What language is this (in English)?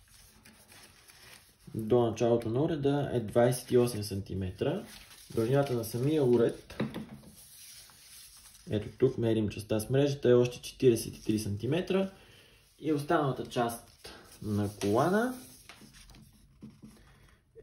Bulgarian